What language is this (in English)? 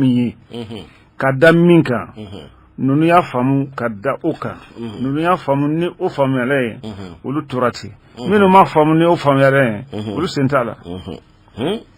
Bambara